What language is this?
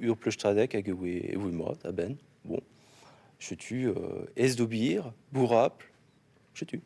Breton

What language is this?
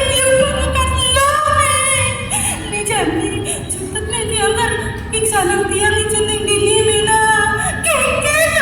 Balinese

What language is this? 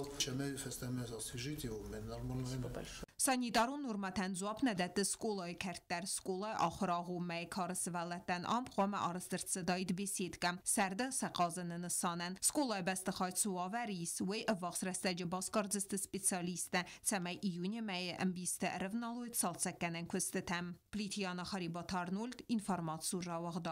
Ossetic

